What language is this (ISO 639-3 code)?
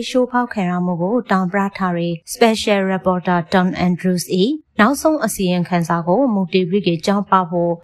mya